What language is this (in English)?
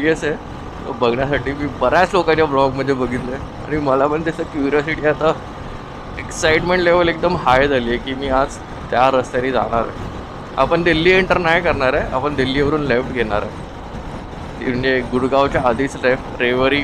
Marathi